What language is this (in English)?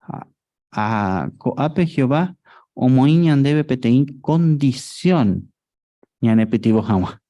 Guarani